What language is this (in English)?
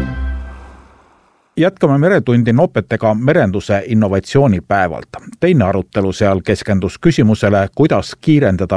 Estonian